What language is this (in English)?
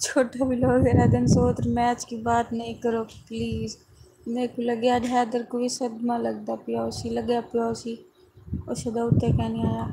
Saraiki